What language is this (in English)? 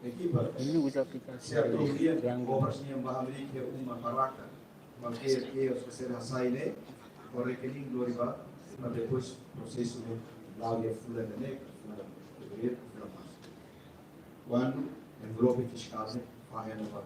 Tetum